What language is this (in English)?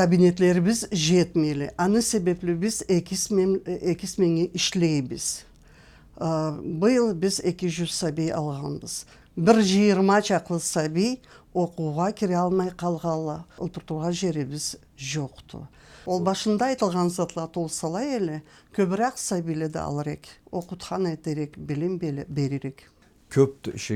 Karachay-Balkar